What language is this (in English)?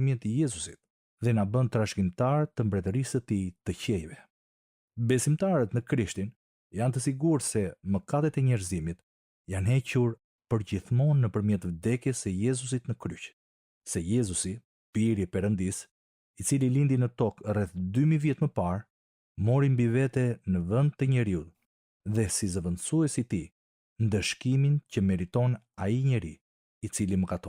Albanian